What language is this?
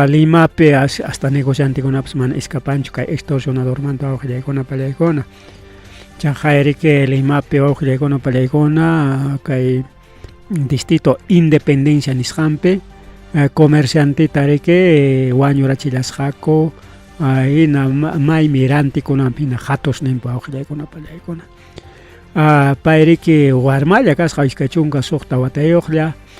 Ayacucho Quechua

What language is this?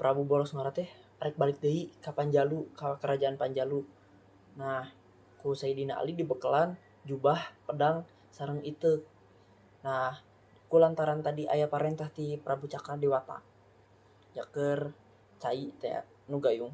Sundanese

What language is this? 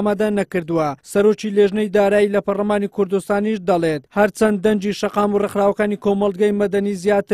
Central Kurdish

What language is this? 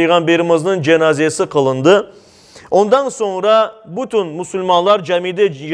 Crimean Tatar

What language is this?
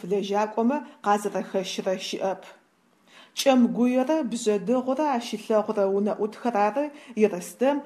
Adyghe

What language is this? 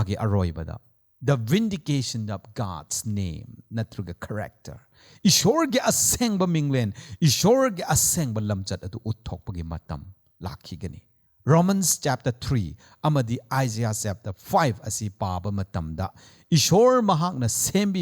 Manipuri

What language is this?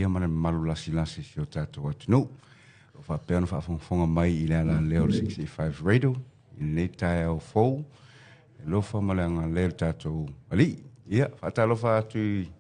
Samoan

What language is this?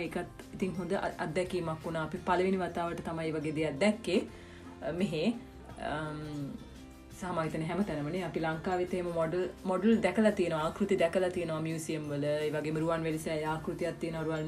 Sinhala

